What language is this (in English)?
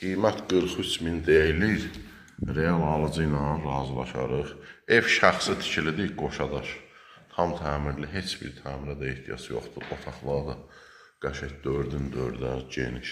Azerbaijani